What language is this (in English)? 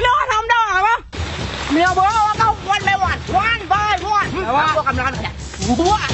Achinese